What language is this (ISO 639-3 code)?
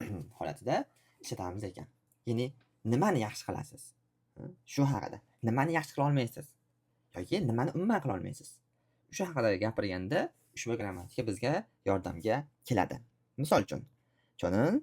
uzb